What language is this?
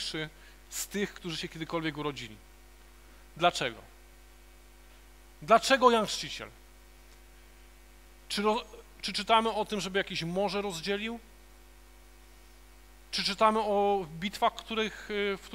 Polish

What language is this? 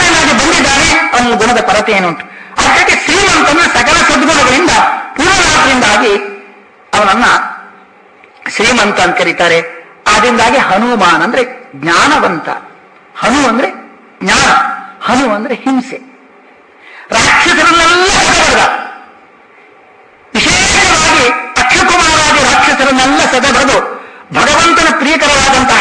Kannada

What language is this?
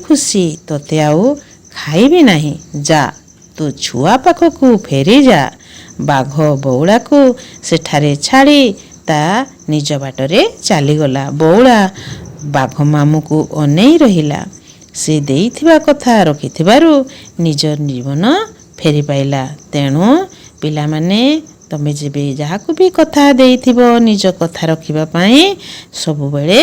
Odia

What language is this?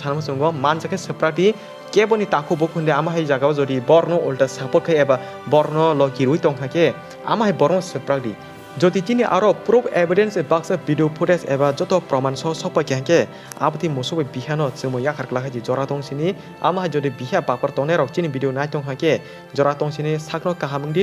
Kok Borok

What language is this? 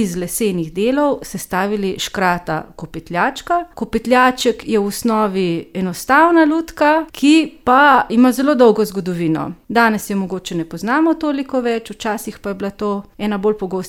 Slovenian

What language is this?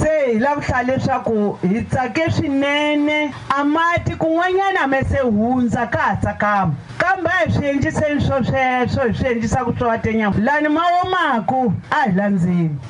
Tsonga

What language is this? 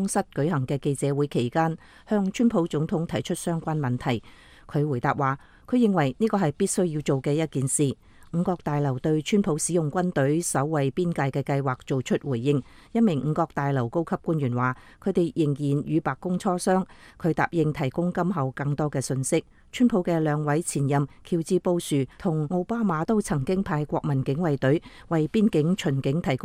Cantonese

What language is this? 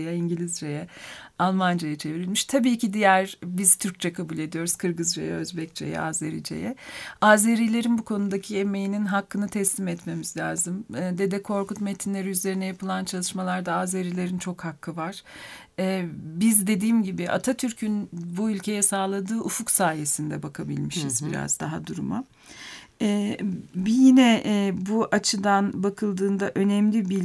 Turkish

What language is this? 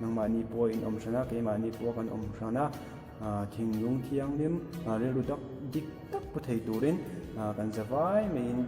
Mizo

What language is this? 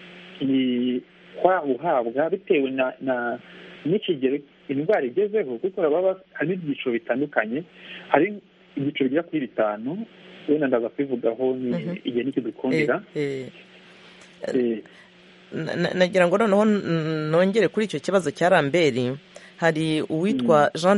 Kinyarwanda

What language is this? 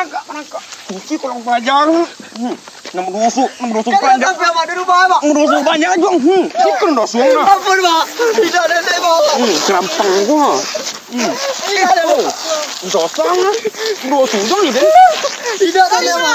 Minangkabau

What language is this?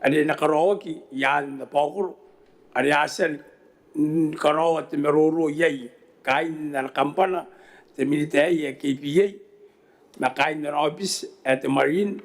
Gilbertese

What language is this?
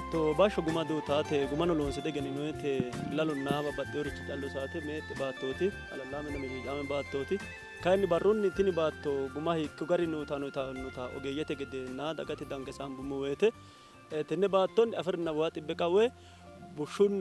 Sidamo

